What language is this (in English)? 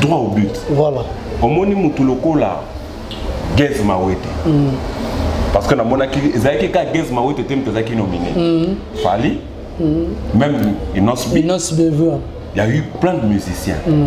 Lingala